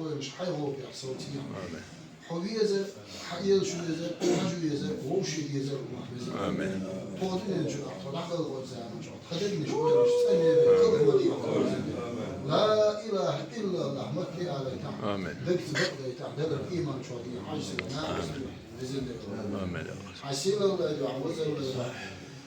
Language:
Chechen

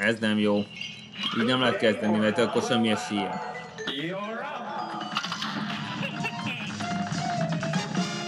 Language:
Hungarian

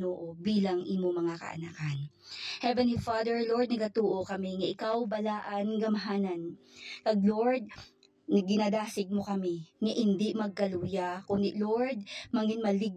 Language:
Hiligaynon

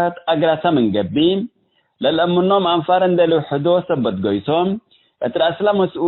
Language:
Tigre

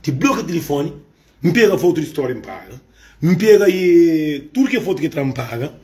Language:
Kabuverdianu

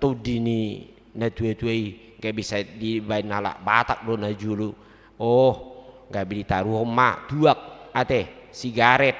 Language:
Batak Toba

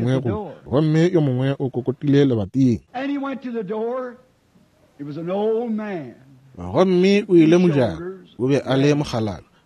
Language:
Northern Sotho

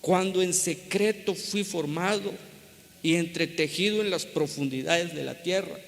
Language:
Tzeltal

